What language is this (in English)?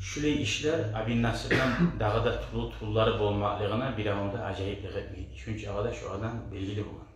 Kumyk